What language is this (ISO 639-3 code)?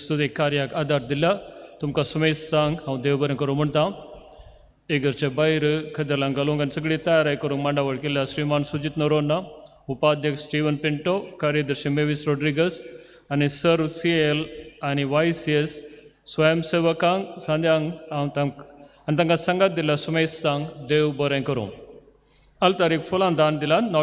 kok